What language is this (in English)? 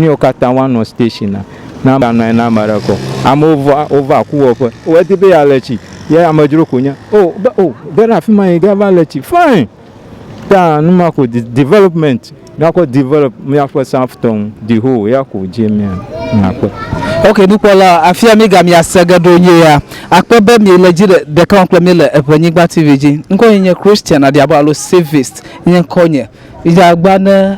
Ewe